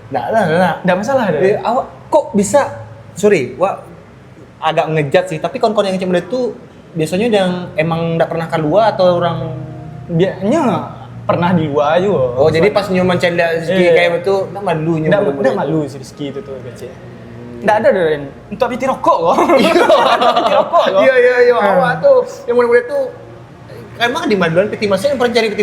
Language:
Minangkabau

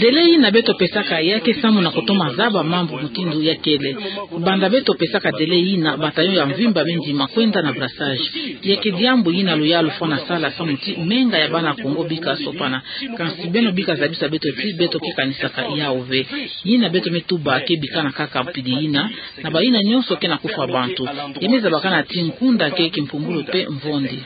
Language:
Kituba (Democratic Republic of Congo)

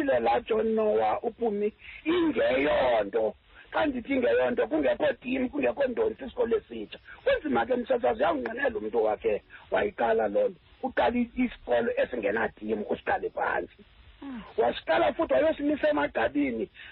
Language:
Xhosa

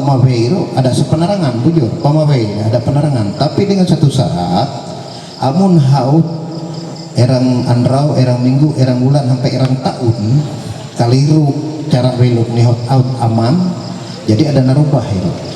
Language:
Ma'anyan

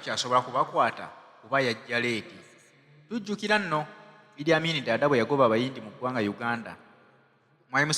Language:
Ganda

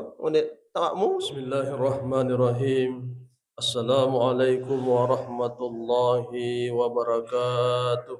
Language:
Buginese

